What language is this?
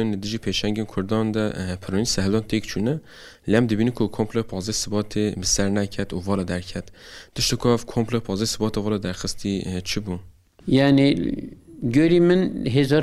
Kurdish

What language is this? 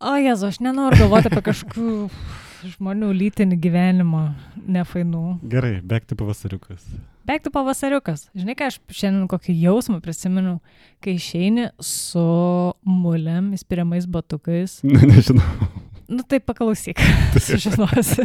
Lithuanian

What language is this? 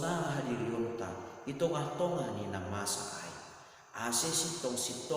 Batak Simalungun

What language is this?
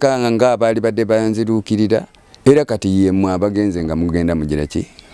Ganda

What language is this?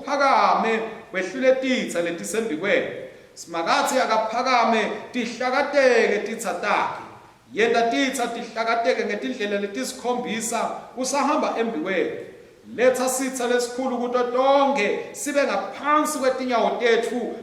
Swati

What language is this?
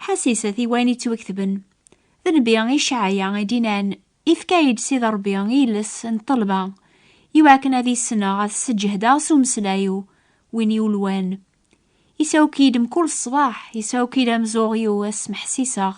Kabyle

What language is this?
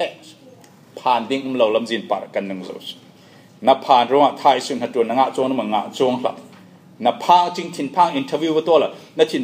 Falam Chin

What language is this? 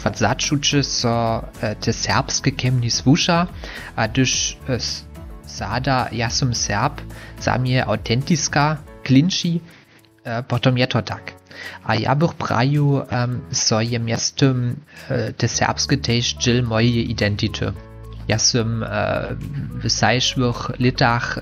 Upper Sorbian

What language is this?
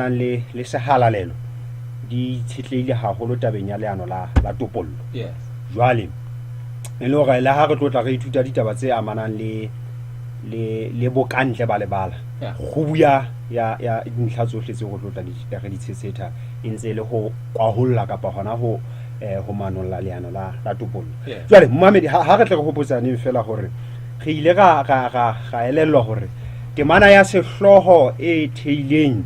Southern Sotho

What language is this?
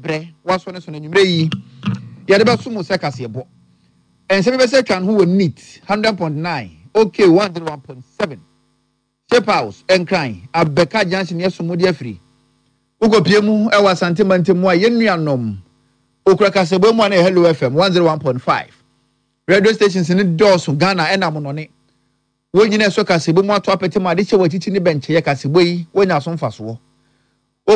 Akan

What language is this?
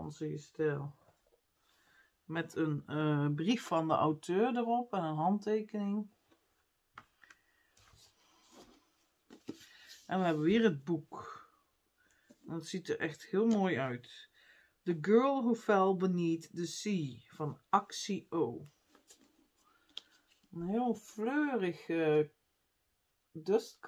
Dutch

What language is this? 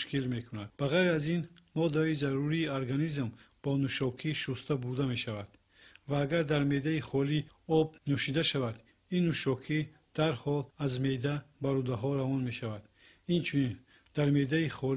Tajik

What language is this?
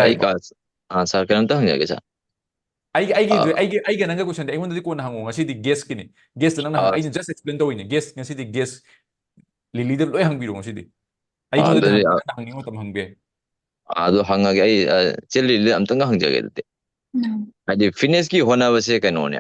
Manipuri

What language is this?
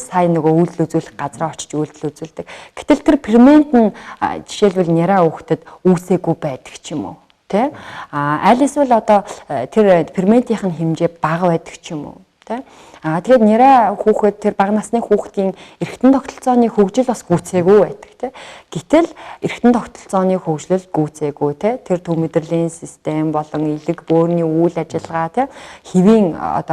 Mongolian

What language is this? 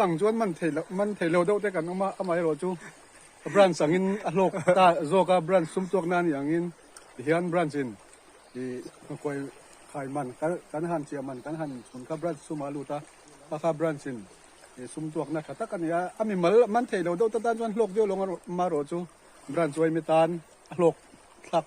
Mizo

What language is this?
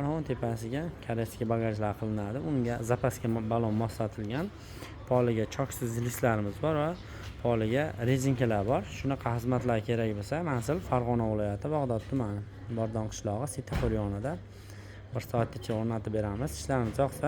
Uzbek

